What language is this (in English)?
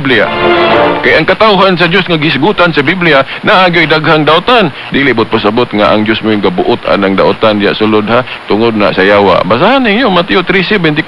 Cebuano